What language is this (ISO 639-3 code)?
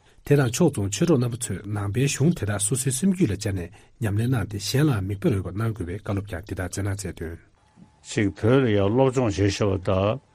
bod